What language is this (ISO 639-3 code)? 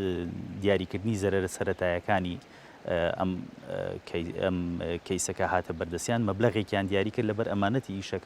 ckb